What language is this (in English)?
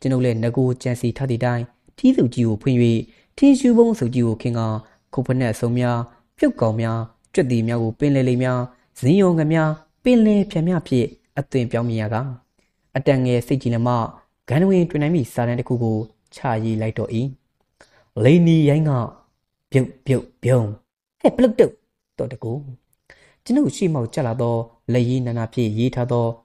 Burmese